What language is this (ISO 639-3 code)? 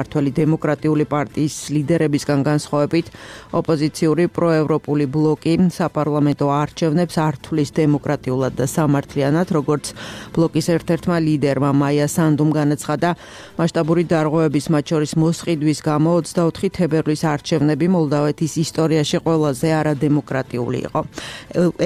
kat